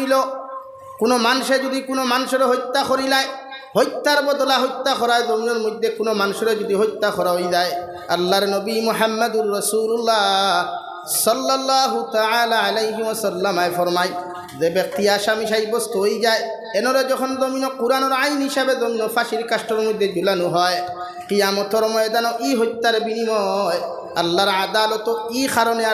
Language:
Sylheti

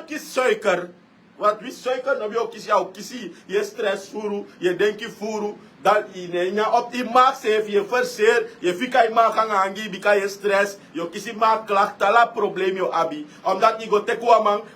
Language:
Sranan Tongo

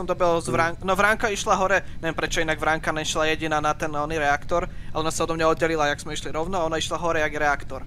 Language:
Slovak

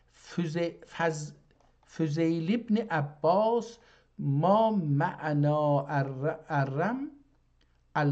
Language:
South Azerbaijani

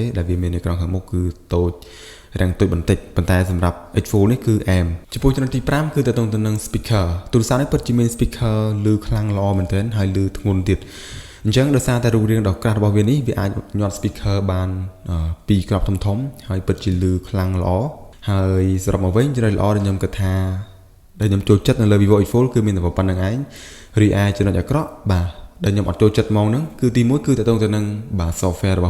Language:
Khmer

